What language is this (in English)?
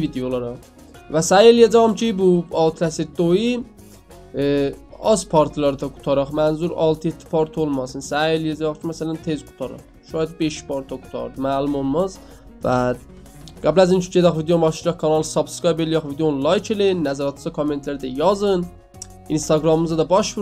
South Azerbaijani